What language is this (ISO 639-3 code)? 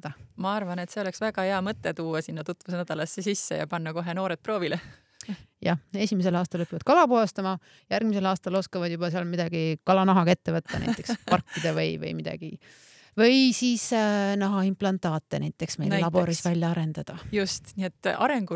est